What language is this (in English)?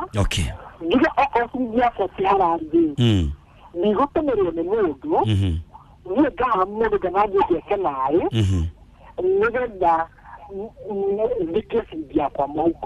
Kikuyu